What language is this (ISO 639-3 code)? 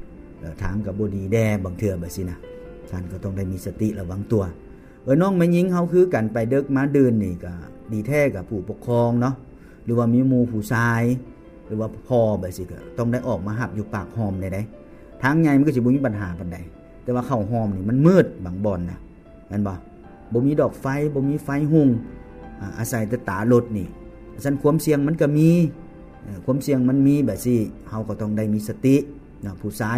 lao